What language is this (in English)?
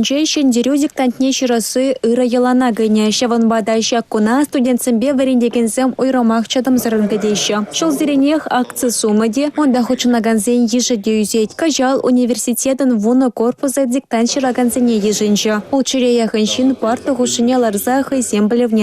Chuvash